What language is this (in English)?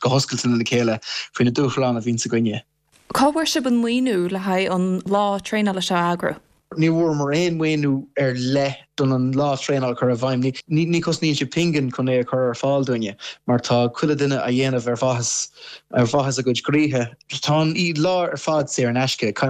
Irish